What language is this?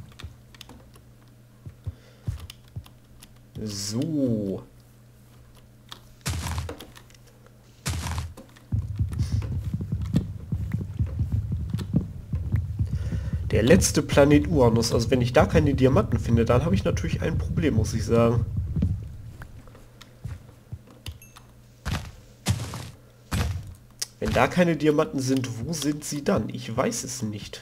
German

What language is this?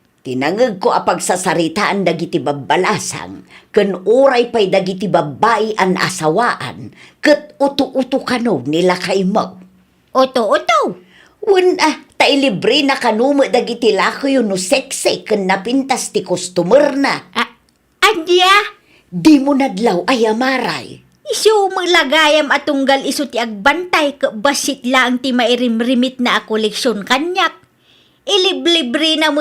Iloko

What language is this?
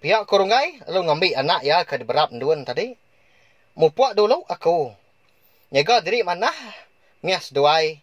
Iban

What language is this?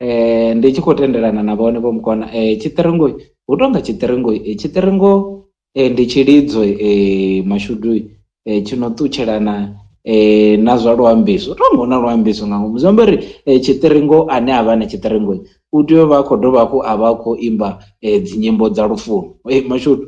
Venda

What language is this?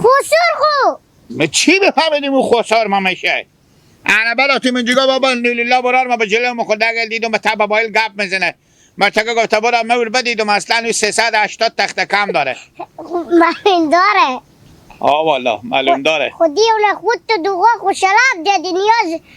Hazaragi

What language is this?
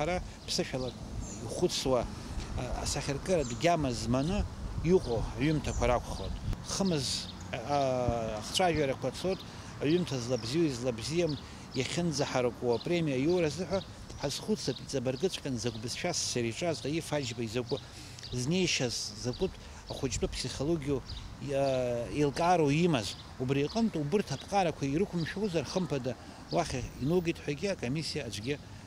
Abkhazian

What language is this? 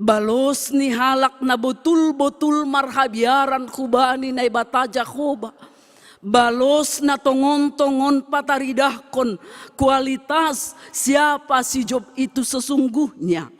Batak Simalungun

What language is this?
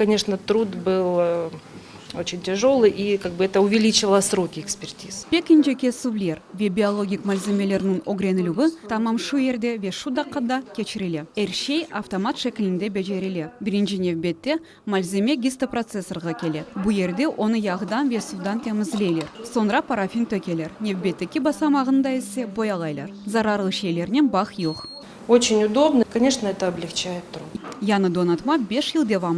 Crimean Tatar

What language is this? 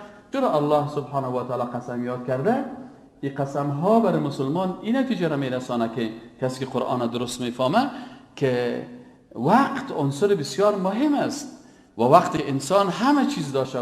Persian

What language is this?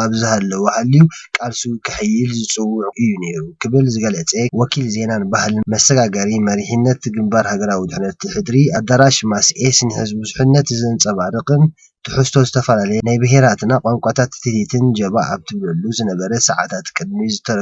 Tigrinya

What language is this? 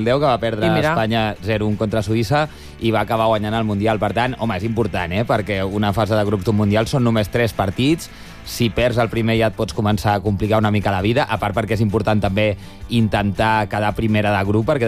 Catalan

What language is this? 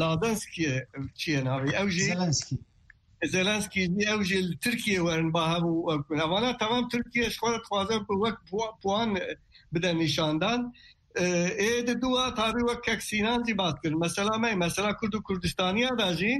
Kurdish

